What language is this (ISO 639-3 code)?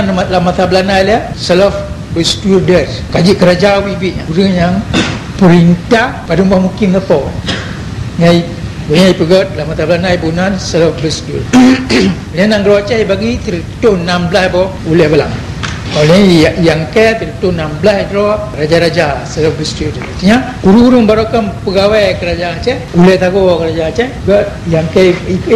ace